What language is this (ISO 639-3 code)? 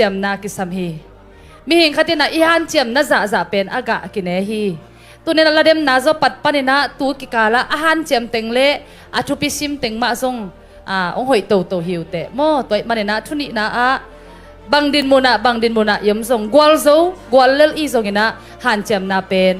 ctd